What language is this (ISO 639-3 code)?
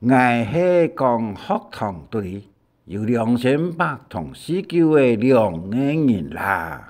hak